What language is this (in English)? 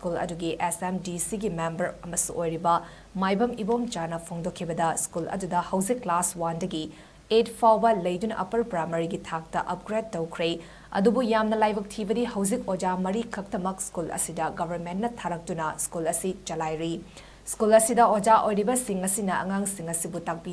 Manipuri